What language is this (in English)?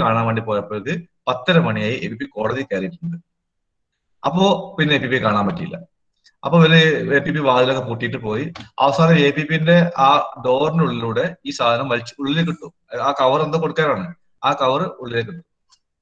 Malayalam